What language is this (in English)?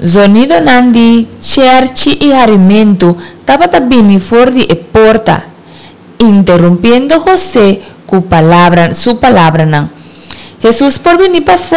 Papiamento